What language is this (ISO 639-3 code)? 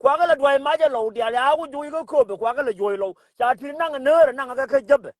nus